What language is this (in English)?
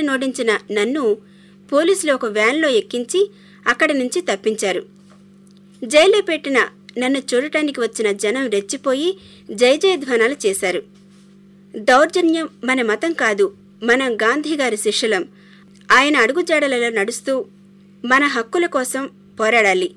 Telugu